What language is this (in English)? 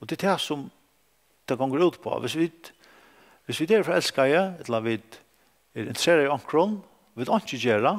Faroese